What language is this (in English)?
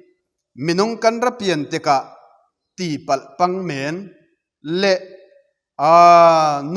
Falam Chin